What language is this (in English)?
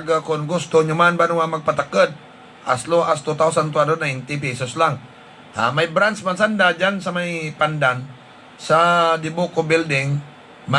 Hiligaynon